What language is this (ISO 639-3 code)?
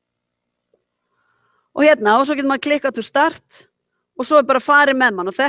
isl